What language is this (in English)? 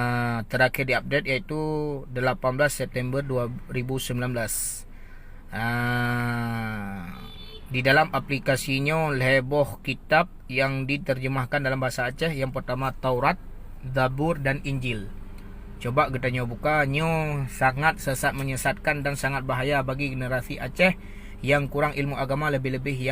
Achinese